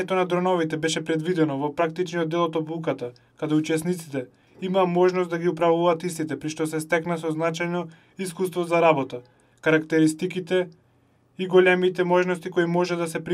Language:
Macedonian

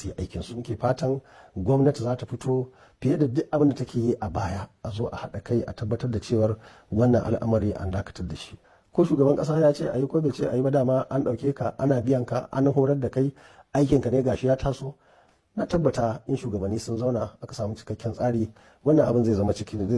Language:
Hausa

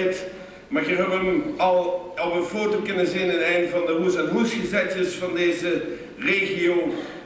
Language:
Limburgish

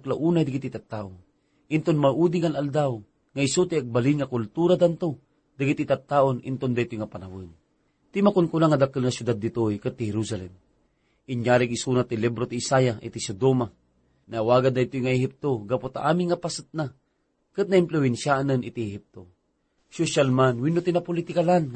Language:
Iloko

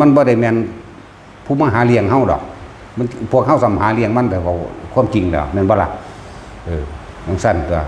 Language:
Northeastern Thai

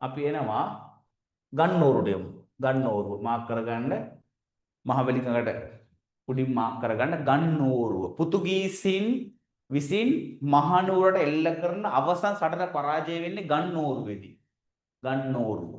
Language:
Sinhala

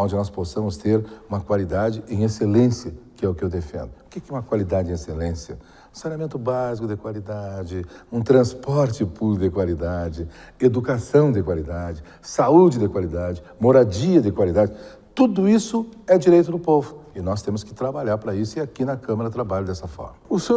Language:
Portuguese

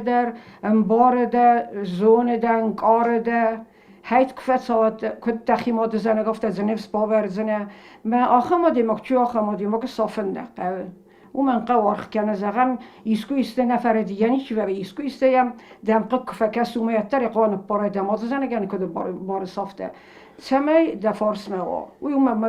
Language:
Ossetic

